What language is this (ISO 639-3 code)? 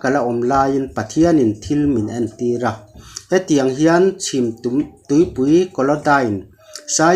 lus